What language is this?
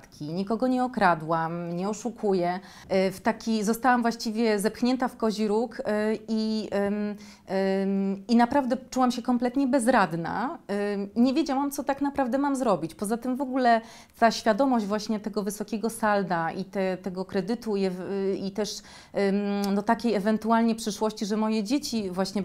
Polish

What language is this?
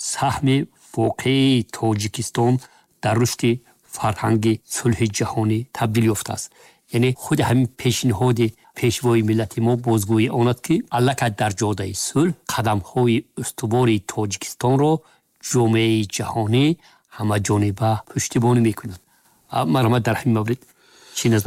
Tajik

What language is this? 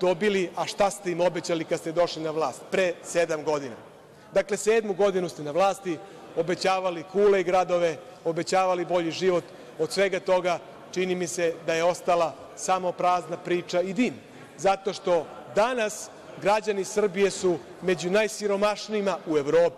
Serbian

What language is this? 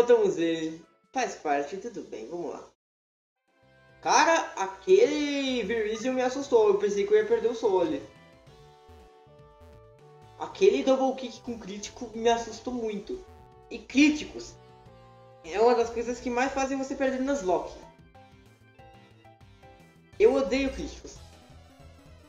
Portuguese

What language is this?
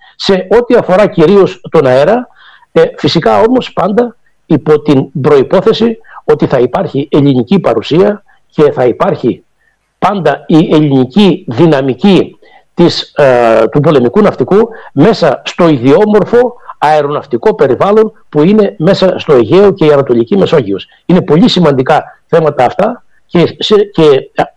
Greek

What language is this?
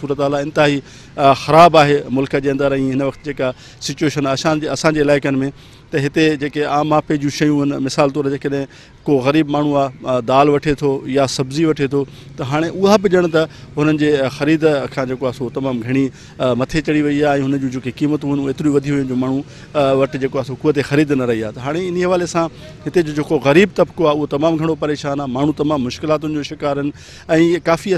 Sindhi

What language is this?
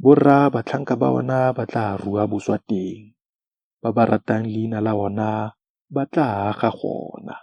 Tswana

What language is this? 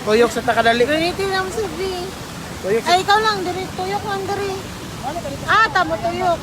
Cebuano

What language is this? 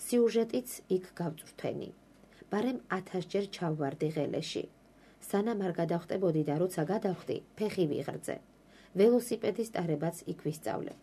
Georgian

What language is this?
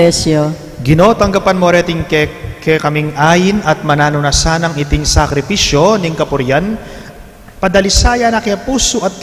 Pampanga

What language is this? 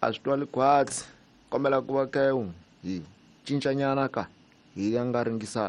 Tsonga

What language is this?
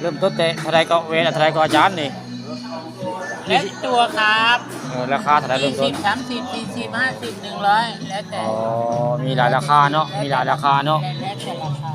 Northeastern Thai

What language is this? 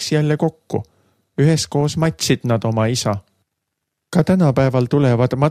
Estonian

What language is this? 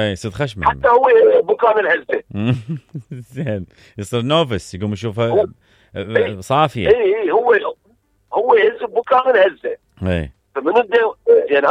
Mesopotamian Arabic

